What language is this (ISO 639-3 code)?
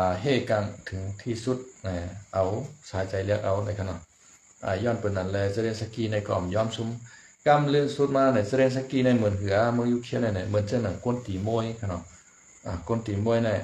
shn